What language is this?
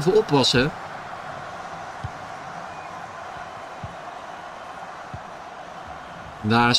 Dutch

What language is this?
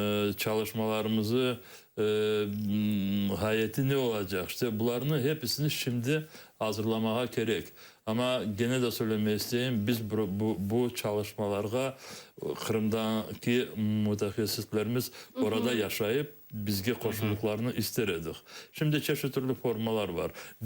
Crimean Tatar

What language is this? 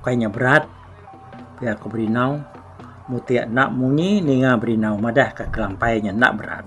Iban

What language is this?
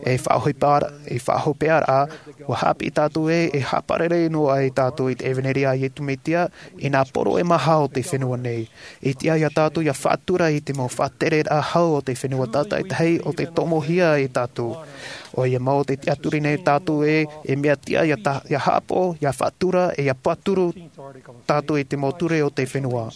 Tahitian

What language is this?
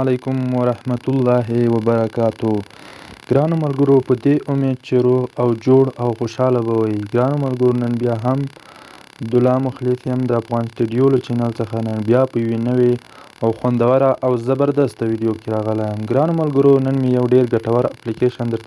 Pashto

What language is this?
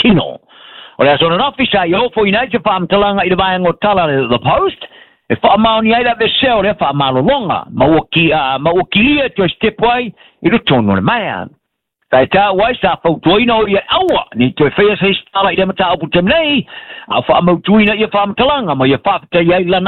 Samoan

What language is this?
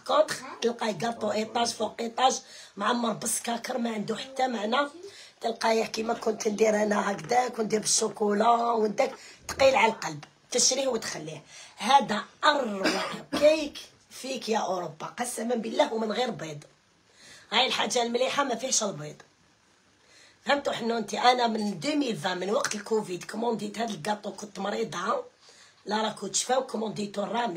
Algerian Arabic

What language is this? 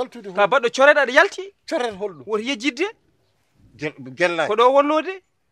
Fula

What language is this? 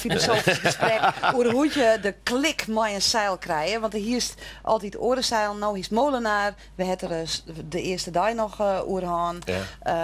Western Frisian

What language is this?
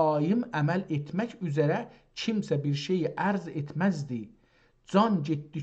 South Azerbaijani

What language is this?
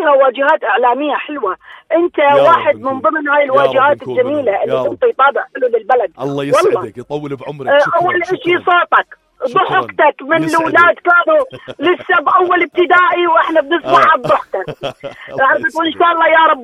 North Levantine Arabic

